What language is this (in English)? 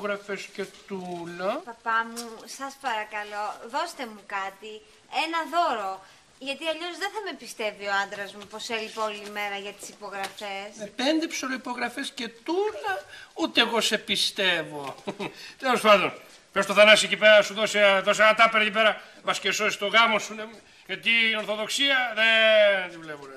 Greek